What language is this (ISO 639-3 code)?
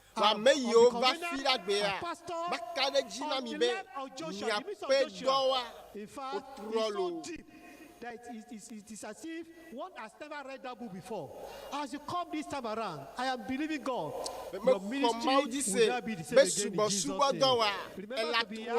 ewe